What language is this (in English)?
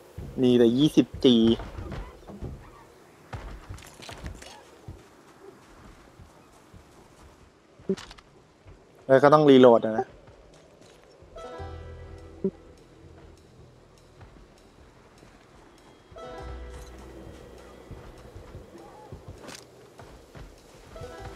Thai